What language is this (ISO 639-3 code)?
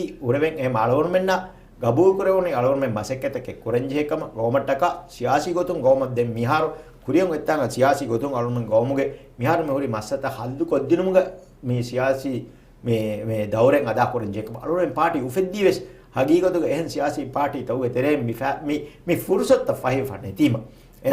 div